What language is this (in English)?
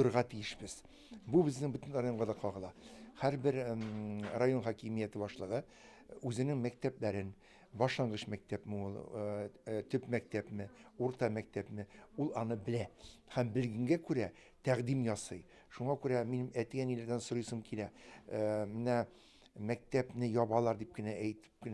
Tatar